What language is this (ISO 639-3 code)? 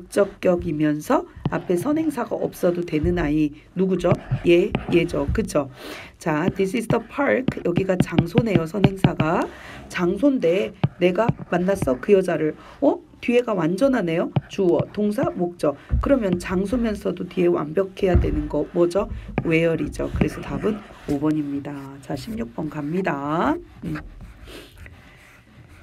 kor